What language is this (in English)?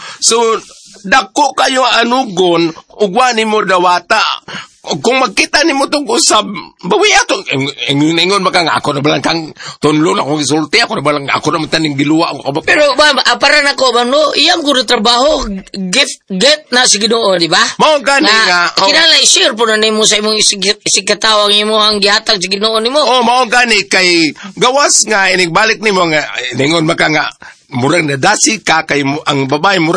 Cebuano